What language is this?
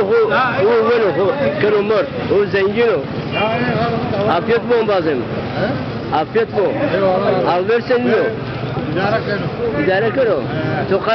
Zaza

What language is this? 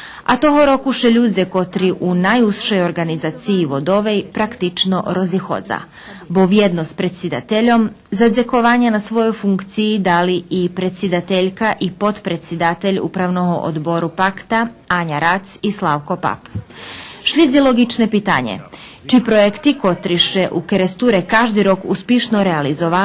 Rusyn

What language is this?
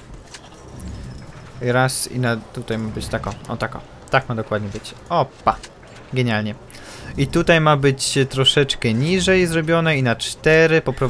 Polish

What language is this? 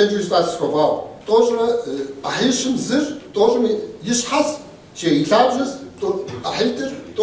Kabardian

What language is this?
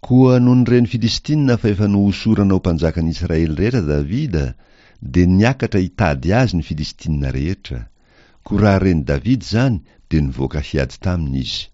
Malagasy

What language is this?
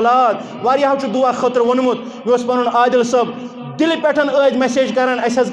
Kashmiri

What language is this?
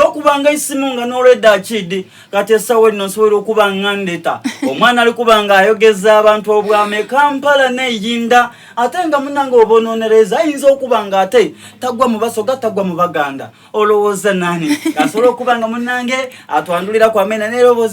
Soga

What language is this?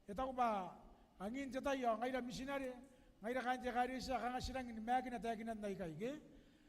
Gilbertese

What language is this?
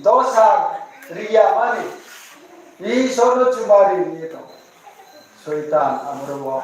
Riang (India)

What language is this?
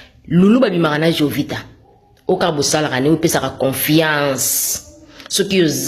Lingala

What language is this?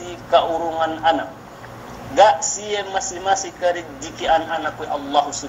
Yakan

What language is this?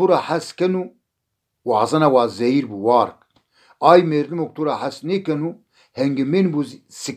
Zaza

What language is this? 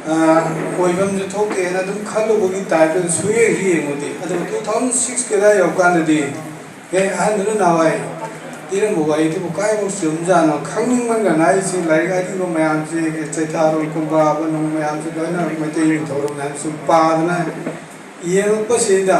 Manipuri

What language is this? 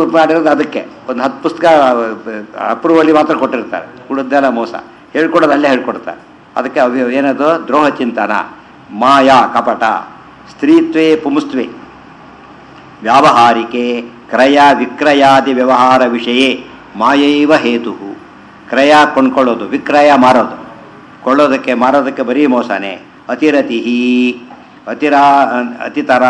Kannada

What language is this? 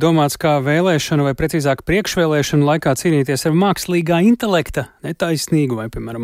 Latvian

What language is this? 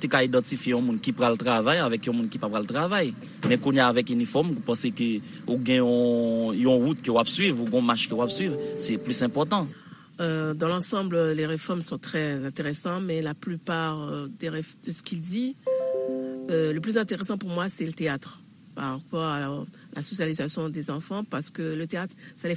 Haitian Creole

